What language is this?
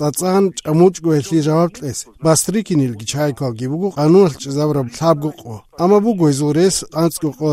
Avaric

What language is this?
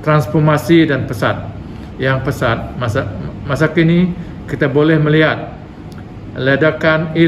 Malay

